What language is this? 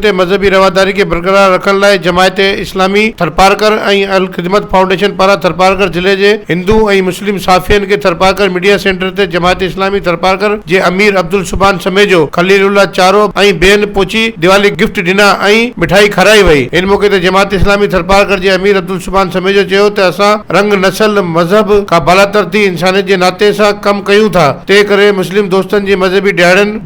Sindhi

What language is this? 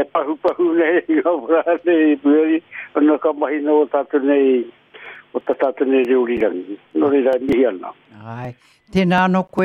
Māori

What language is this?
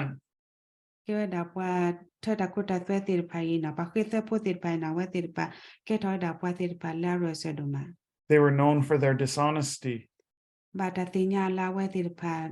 S'gaw Karen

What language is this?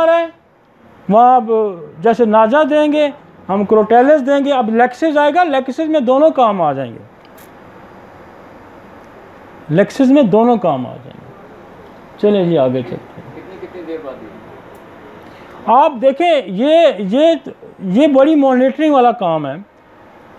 Hindi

